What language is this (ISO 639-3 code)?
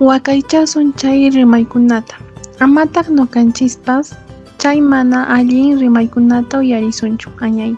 que